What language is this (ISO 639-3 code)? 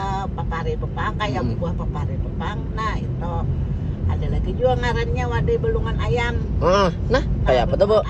bjn